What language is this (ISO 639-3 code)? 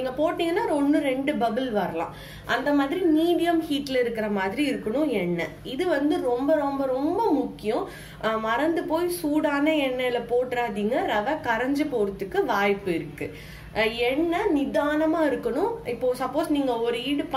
tam